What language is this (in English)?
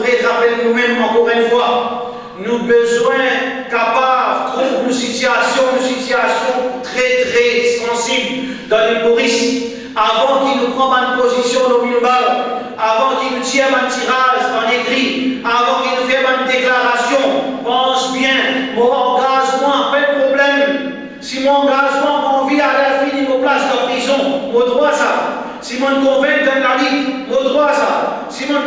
Morisyen